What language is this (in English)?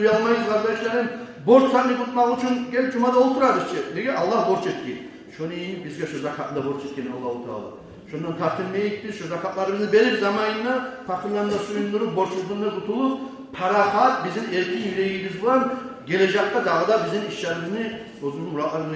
Kumyk